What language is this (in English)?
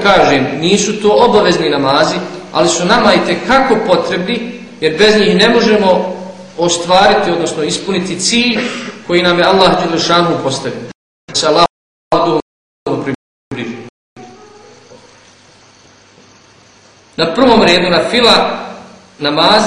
Bosnian